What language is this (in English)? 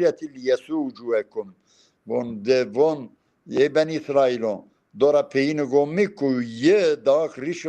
Zaza